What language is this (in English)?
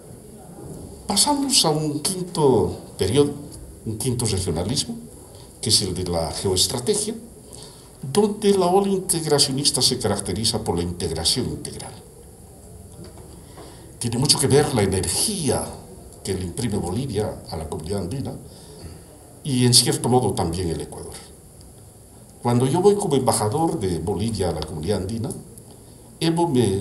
Spanish